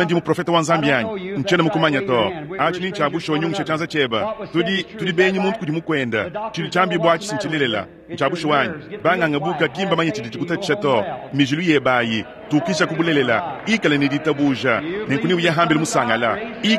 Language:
Luba-Lulua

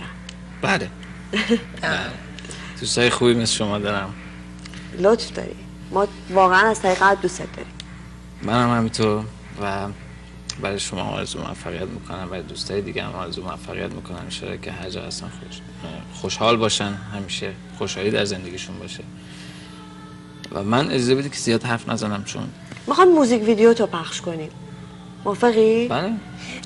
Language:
Persian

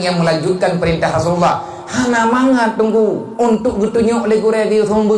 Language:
Achinese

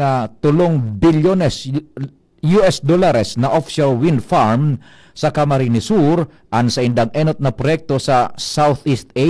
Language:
Bikol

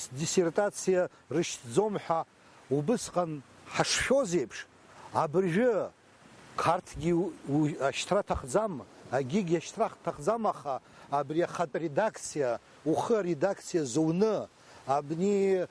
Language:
Abkhazian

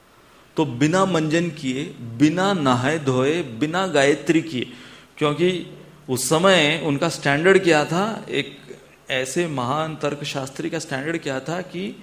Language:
Hindi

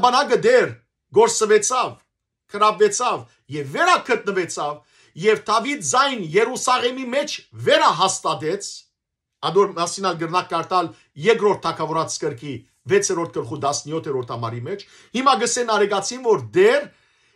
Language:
Western Armenian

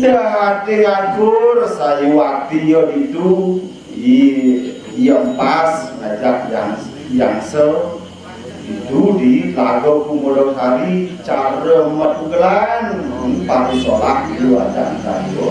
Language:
Balinese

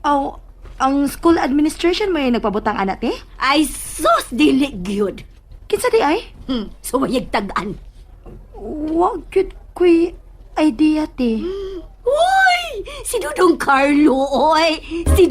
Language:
Cebuano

